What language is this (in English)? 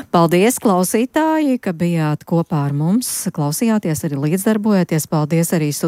Latvian